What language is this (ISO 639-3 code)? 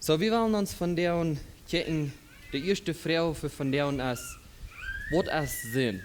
pdt